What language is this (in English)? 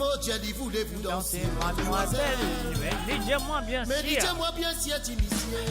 Morisyen